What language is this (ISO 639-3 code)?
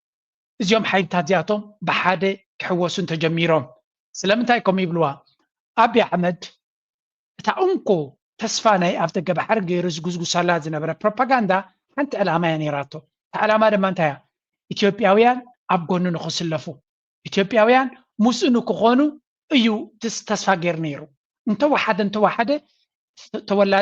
tir